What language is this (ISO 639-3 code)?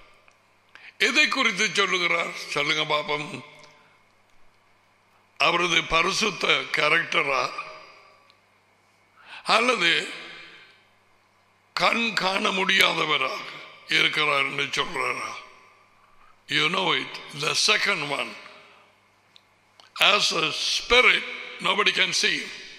tam